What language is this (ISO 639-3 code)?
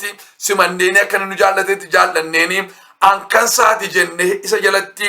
orm